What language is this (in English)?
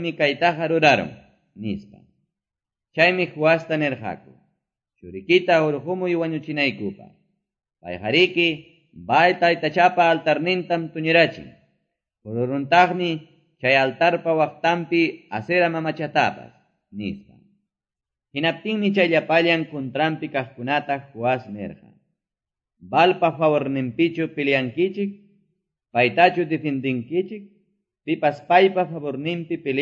Quechua